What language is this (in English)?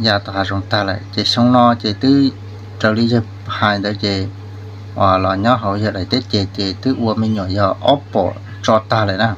Hmong